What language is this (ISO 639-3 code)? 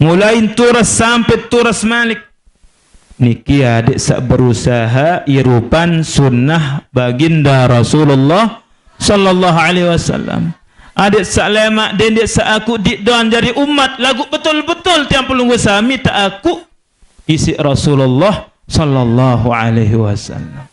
sas